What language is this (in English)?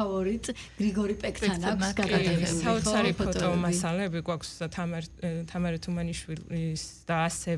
Georgian